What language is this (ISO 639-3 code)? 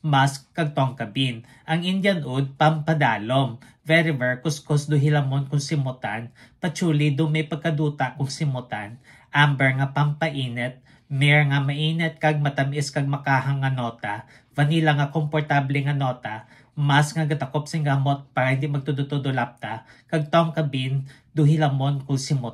hil